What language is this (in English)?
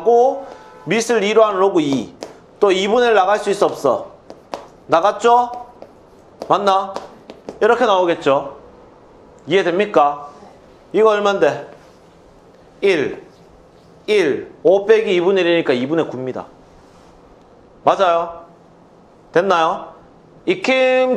Korean